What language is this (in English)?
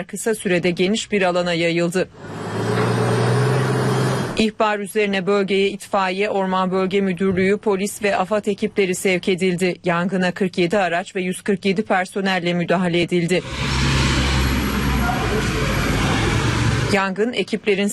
Turkish